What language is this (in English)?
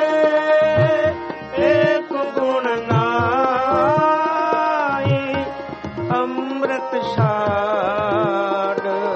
Punjabi